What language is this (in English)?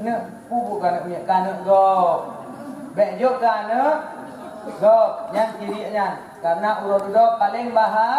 Achinese